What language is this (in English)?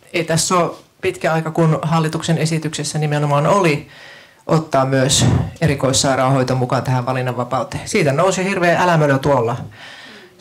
Finnish